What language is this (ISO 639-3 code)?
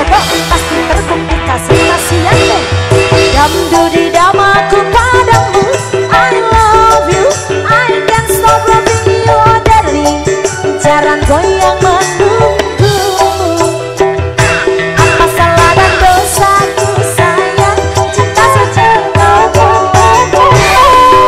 ind